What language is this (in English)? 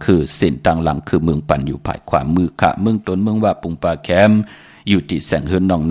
Shan